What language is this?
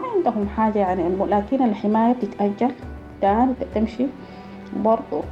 Sudanese Arabic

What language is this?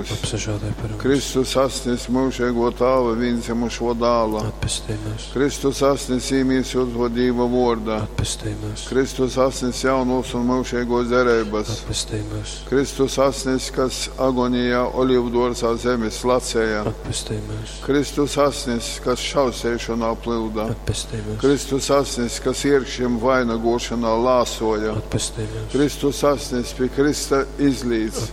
Latgalian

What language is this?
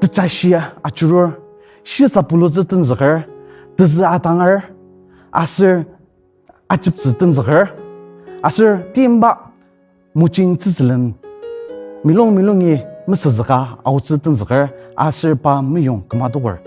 Ao Naga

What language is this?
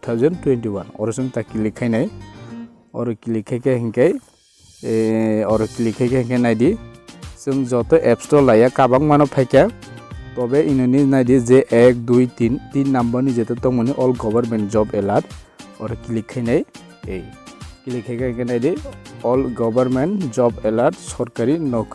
Kok Borok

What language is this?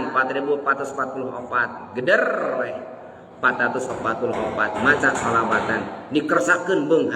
Sundanese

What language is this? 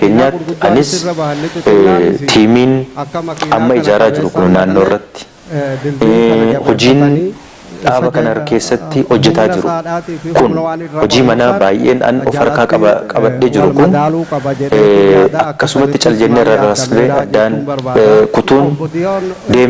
Oromo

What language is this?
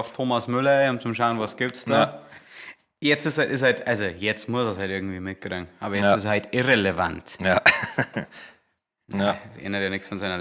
Bavarian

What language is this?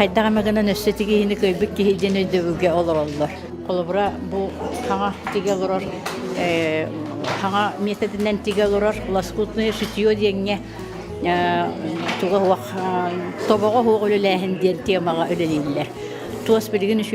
Yakut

